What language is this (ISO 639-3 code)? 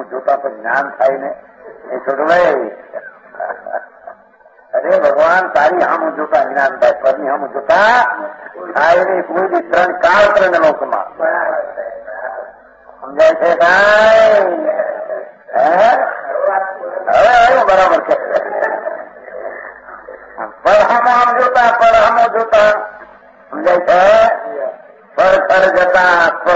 guj